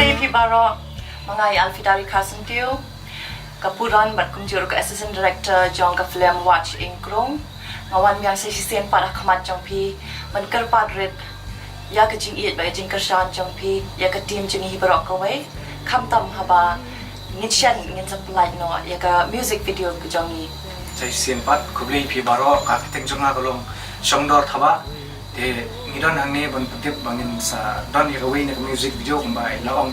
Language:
Khasi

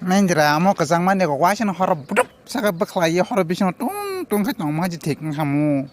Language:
Kok Borok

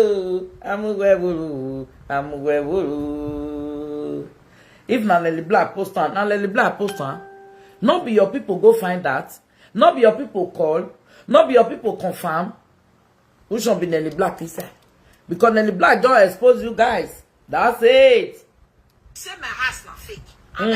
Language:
Nigerian Pidgin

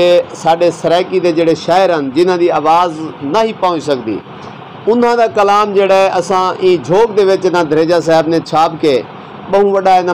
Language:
Saraiki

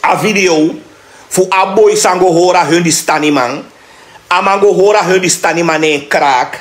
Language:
Sranan Tongo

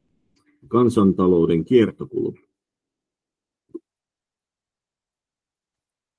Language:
Finnish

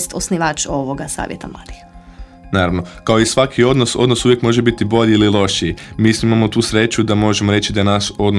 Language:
Croatian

